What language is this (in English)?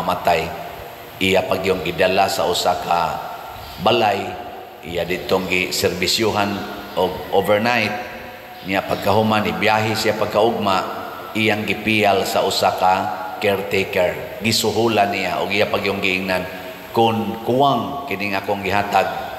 Cebuano